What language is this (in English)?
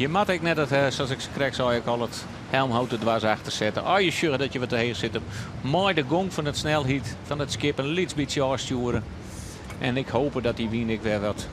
Western Frisian